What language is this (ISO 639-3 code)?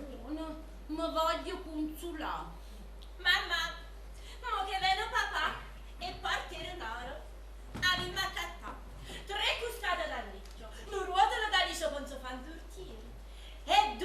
nap